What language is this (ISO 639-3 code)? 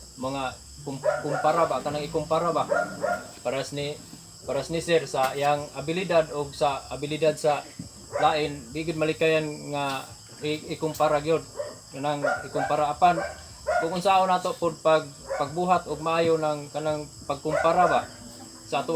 ceb